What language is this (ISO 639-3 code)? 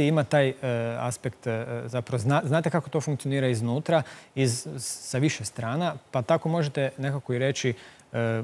hrv